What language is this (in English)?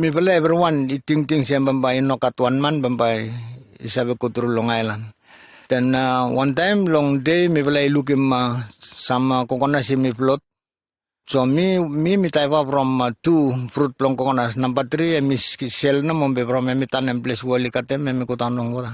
Bislama